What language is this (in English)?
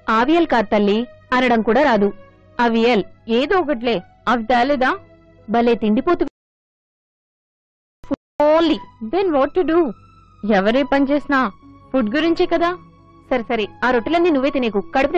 Telugu